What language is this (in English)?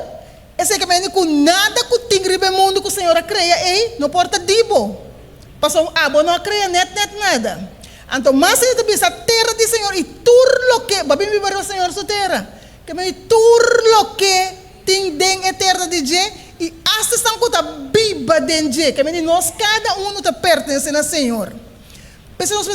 Papiamento